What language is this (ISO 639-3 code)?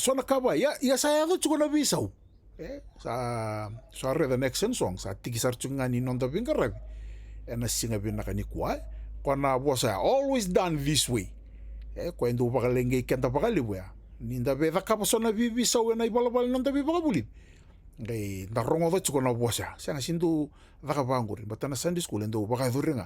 fij